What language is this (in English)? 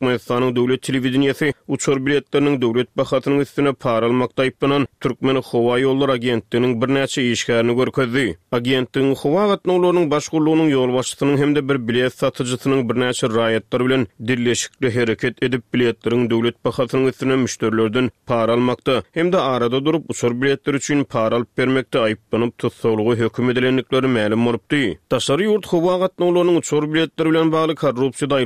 Turkmen